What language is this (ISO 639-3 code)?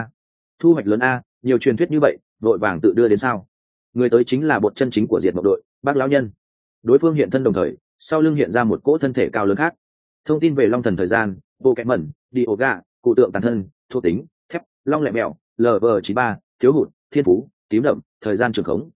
vie